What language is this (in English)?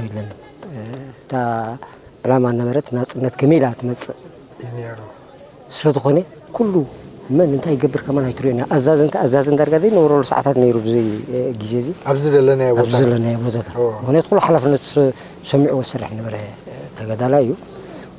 Tigrinya